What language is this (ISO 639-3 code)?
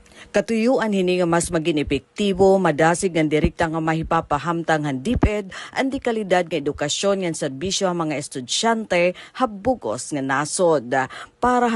war